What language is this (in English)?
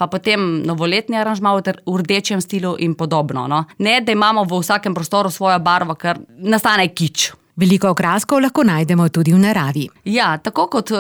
Slovenian